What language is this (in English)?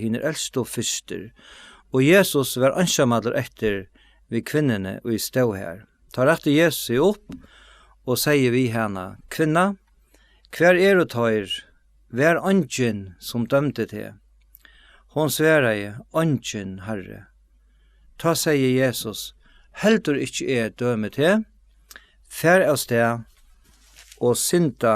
Faroese